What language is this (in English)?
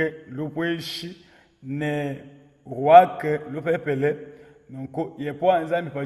Luba-Lulua